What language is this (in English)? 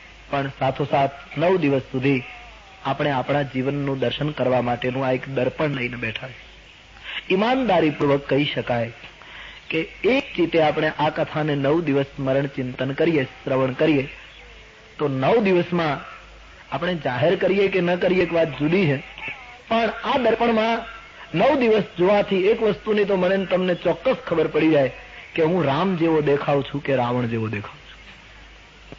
Gujarati